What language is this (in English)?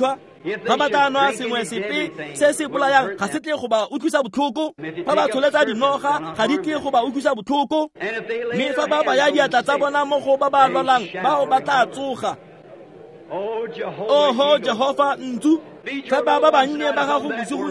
Tswana